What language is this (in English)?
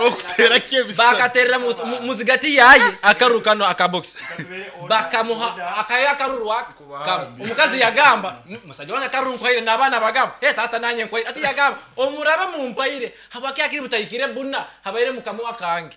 Nyankole